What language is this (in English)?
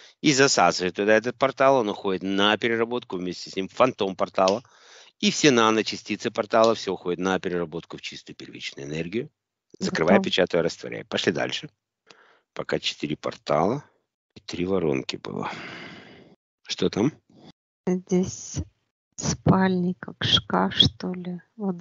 Russian